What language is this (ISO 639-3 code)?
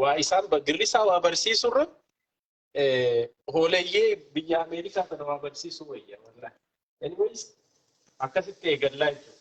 orm